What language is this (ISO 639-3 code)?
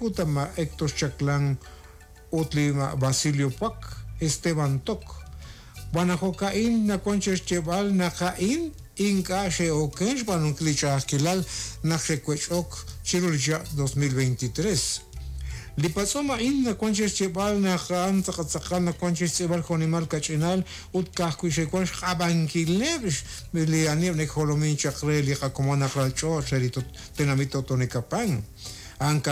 kek